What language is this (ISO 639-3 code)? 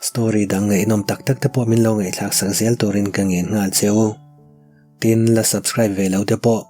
lus